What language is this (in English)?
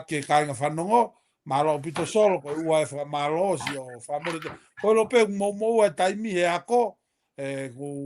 Tongan